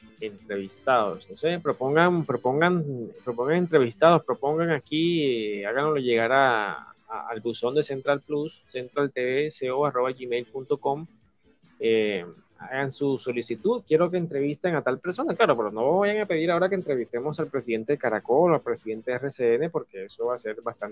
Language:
Spanish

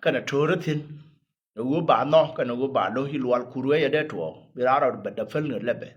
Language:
Nuer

